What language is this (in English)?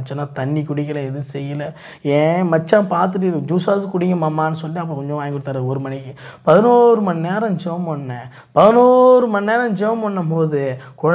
Tamil